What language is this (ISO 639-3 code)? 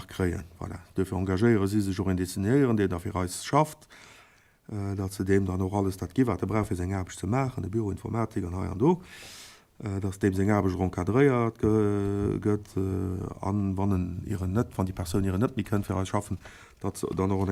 ltz